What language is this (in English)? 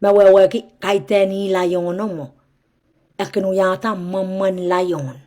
Pohnpeian